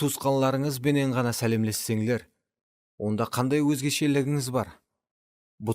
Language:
Kara-Kalpak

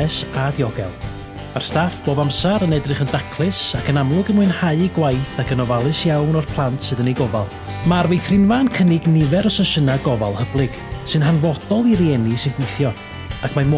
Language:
Welsh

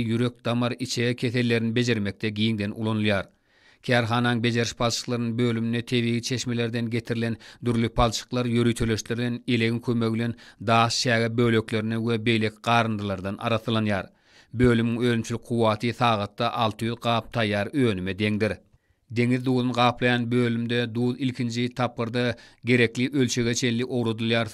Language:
Turkmen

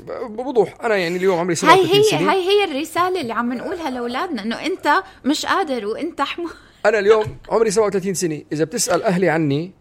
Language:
North Levantine Arabic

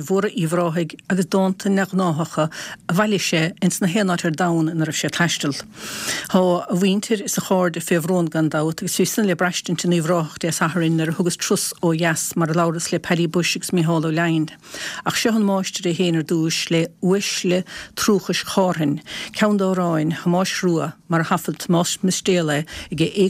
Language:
Irish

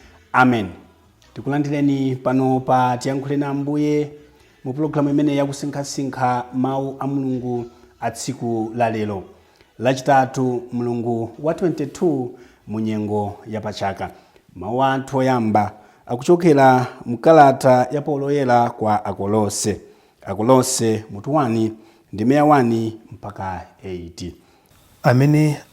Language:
Nyanja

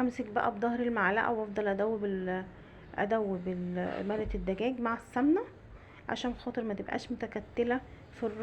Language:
Egyptian Arabic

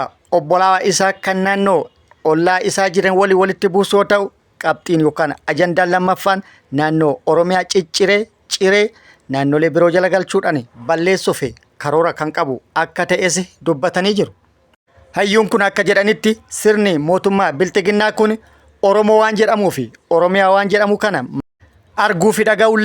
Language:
Oromo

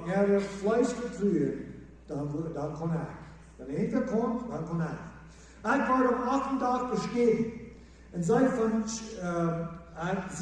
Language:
Plautdietsch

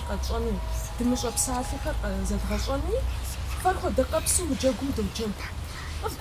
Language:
Kabardian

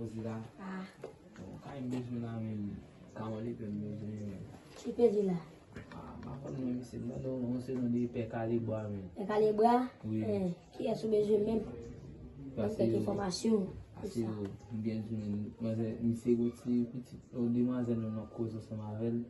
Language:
Haitian Creole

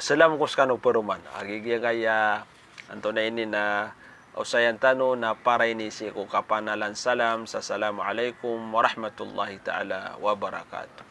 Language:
Maranao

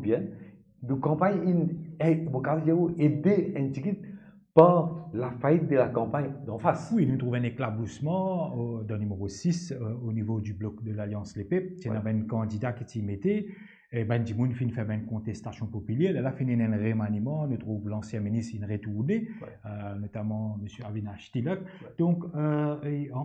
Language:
Morisyen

